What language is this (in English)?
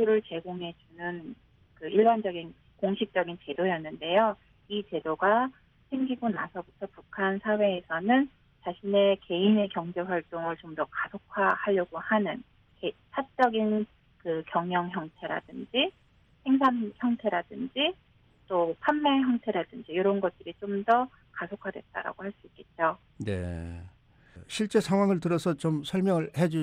Korean